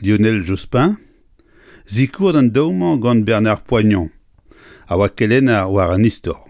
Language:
Breton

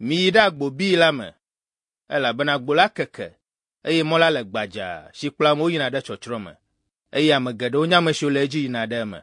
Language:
Ewe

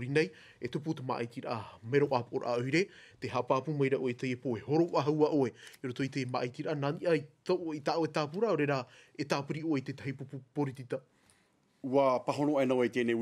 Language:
Tahitian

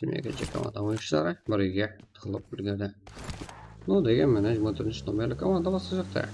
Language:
Kara-Kalpak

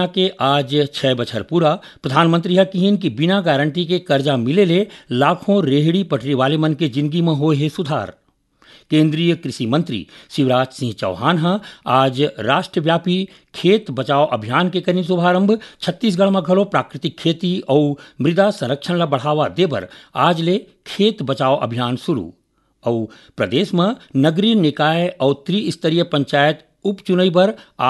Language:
Chhattisgarhi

